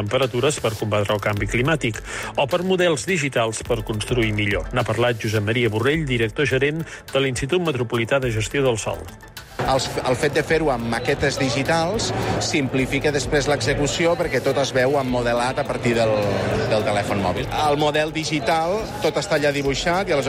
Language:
Catalan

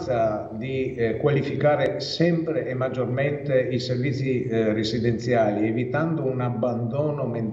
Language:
Italian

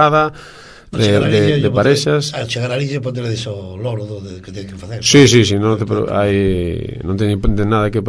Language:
Galician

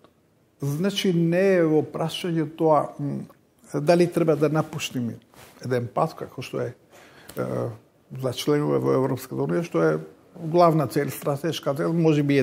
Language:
Macedonian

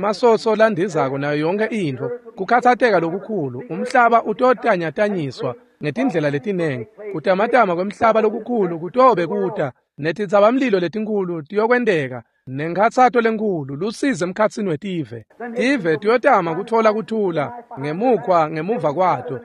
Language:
Swati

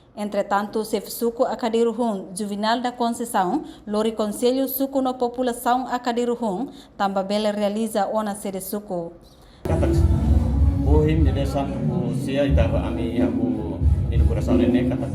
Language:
Tetum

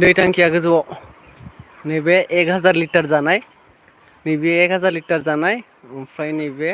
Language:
Bodo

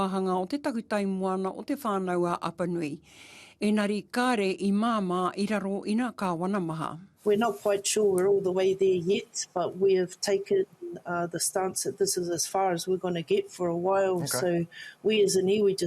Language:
Māori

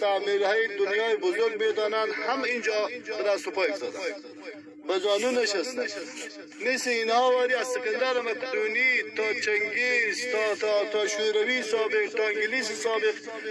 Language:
Persian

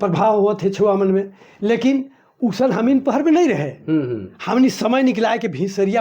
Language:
Sadri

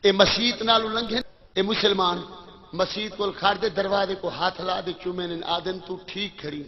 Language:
Saraiki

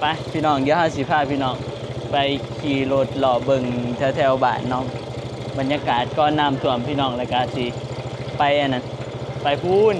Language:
Northeastern Thai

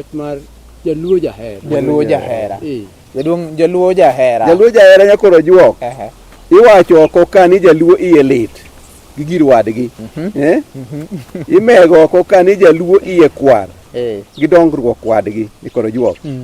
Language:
Luo (Kenya and Tanzania)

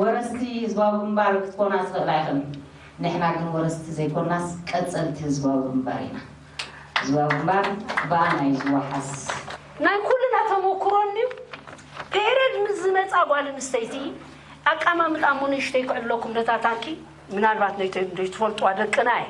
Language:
Tigrinya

